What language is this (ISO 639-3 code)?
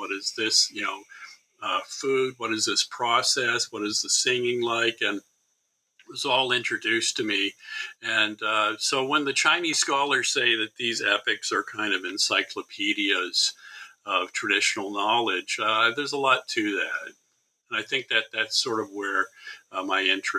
eng